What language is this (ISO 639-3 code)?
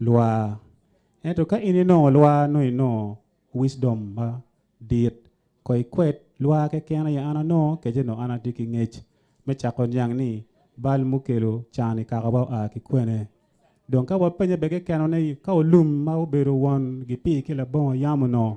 ach